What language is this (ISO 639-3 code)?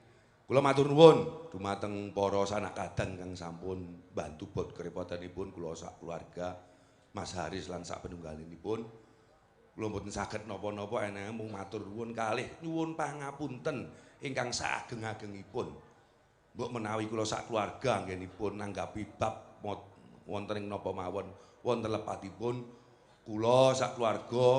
jav